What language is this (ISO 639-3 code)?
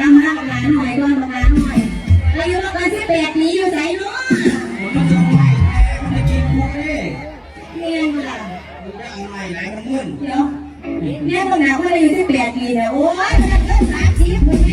tts